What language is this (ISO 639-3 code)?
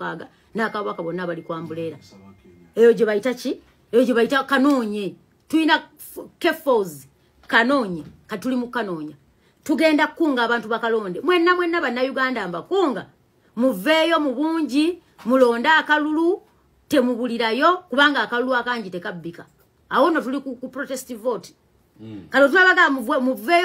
lug